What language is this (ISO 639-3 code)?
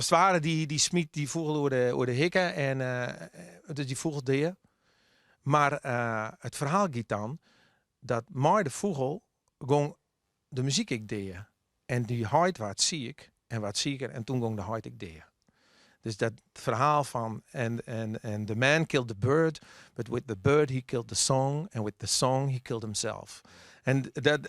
fry